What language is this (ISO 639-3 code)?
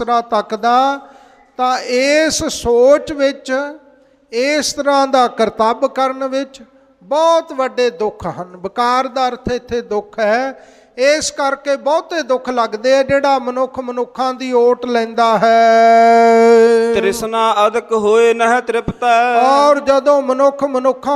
pan